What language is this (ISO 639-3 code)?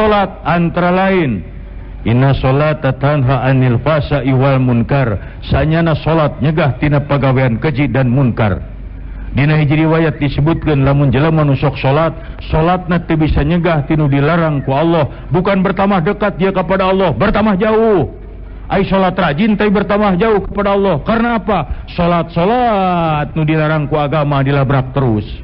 sun